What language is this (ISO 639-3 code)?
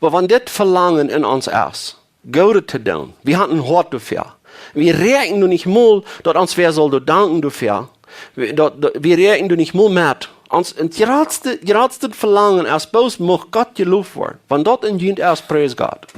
pdt